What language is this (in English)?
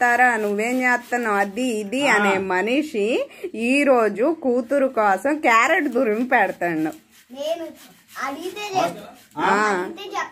Telugu